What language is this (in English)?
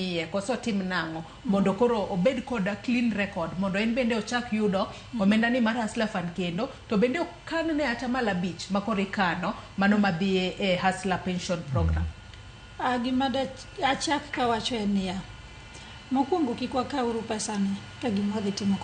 Luo (Kenya and Tanzania)